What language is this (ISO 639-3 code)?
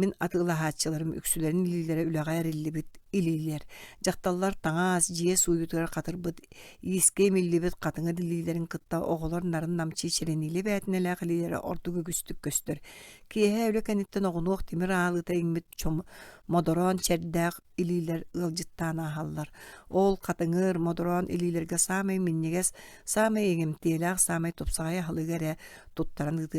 sah